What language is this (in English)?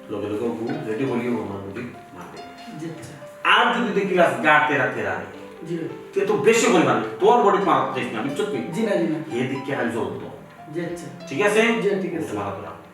Sylheti